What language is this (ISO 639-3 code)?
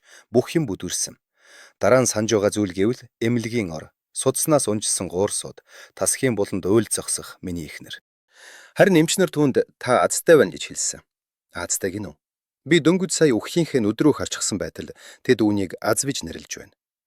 mon